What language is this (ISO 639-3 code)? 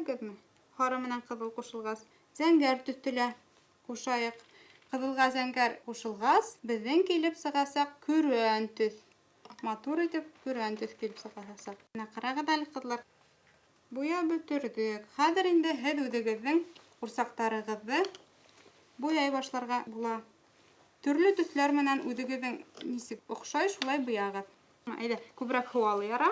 bak